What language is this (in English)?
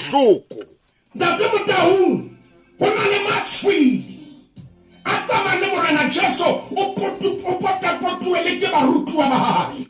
Southern Sotho